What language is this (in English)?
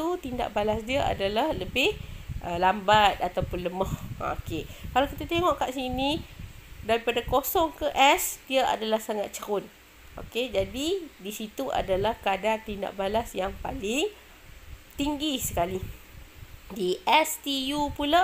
Malay